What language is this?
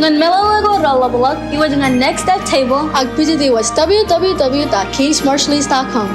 Marshallese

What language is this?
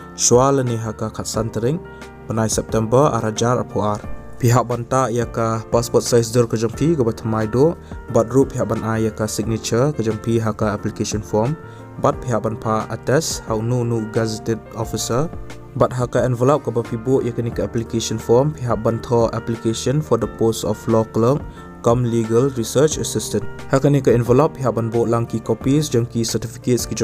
Khasi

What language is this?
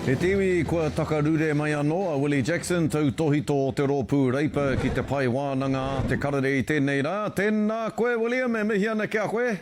Māori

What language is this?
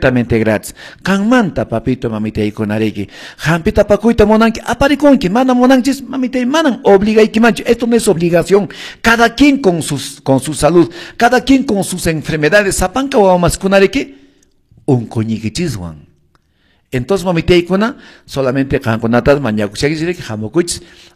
Quechua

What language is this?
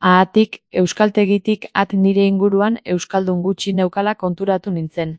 Basque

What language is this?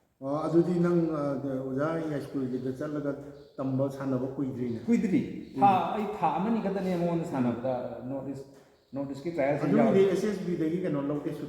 Manipuri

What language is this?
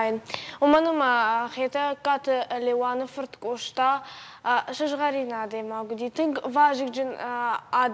Ossetic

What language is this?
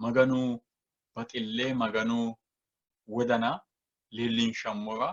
Sidamo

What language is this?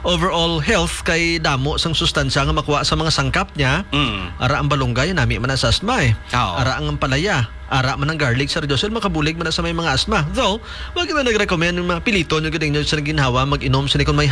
Hiligaynon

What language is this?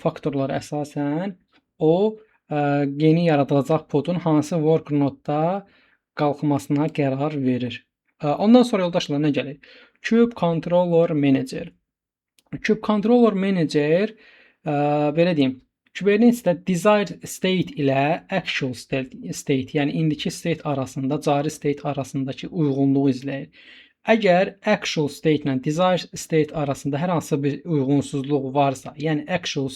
Azerbaijani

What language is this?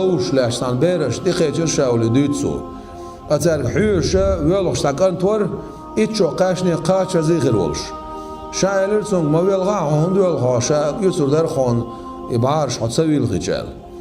Chechen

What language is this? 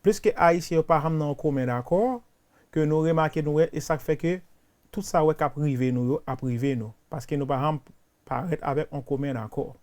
Haitian Creole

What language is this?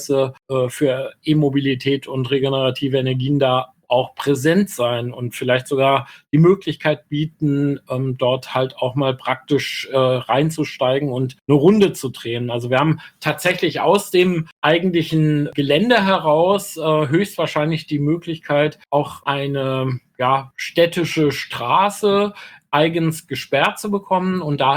German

